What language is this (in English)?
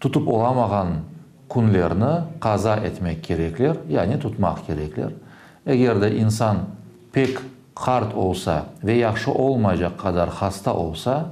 Crimean Tatar